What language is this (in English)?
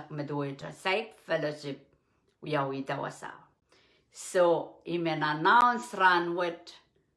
Pohnpeian